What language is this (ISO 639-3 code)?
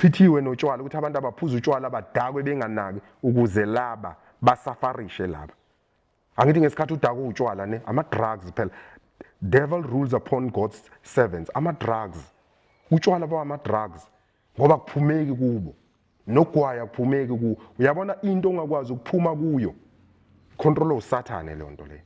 zul